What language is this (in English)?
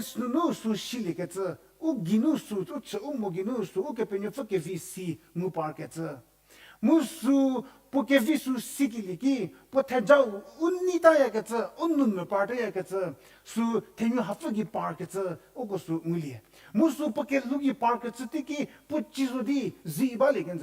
Angami Naga